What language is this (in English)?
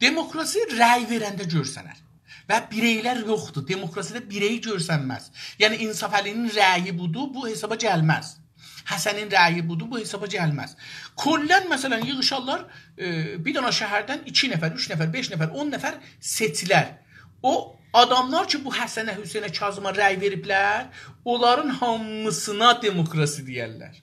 South Azerbaijani